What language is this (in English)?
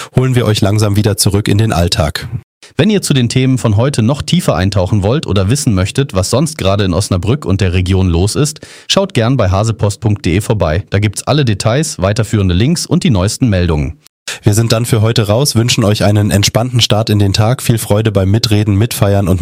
German